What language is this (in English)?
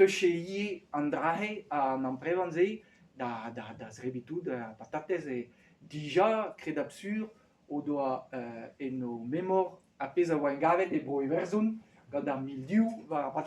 Breton